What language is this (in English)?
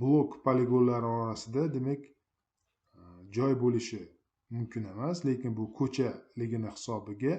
Uzbek